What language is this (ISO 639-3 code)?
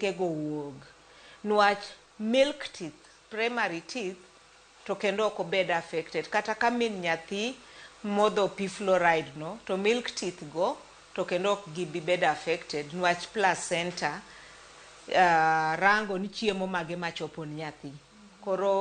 luo